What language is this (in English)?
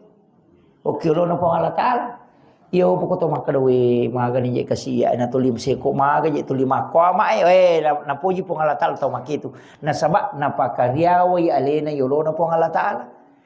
Buginese